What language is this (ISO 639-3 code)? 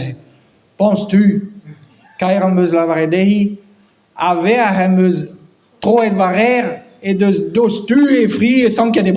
bre